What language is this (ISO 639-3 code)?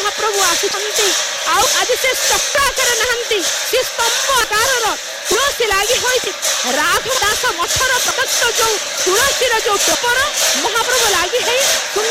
ori